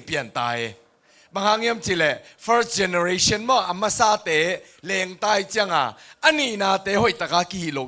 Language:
Tedim Chin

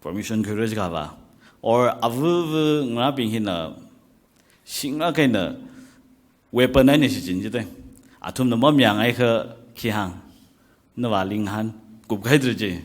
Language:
Tangkhul Naga (India)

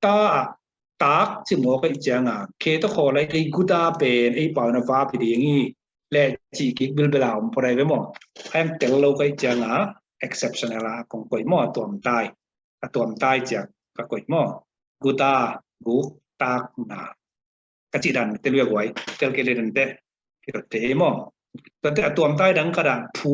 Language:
Tedim Chin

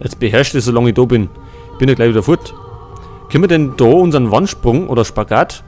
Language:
Bavarian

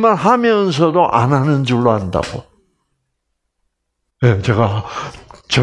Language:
Korean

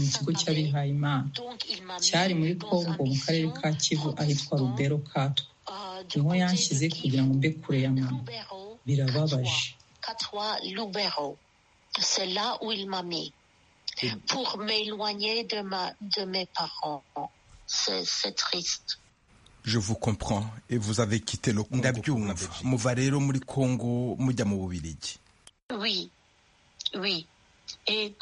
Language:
Kinyarwanda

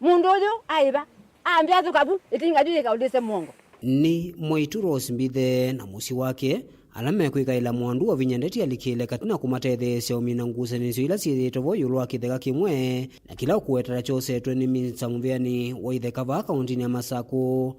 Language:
Kamba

